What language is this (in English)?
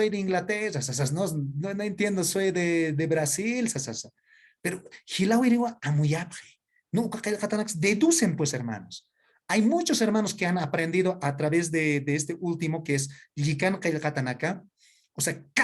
Aymara